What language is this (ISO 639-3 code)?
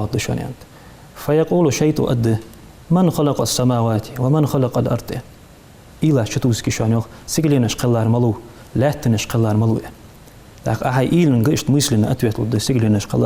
inh